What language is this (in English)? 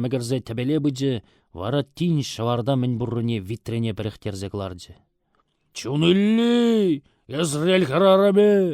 Chuvash